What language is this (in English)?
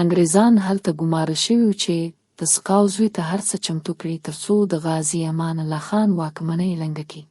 Pashto